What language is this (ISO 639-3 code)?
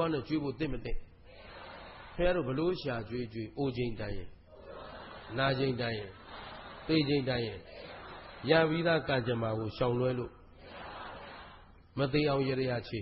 mya